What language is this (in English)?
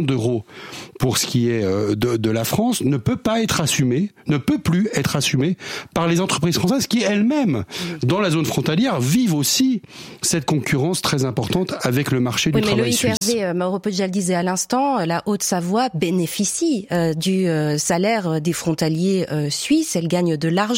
French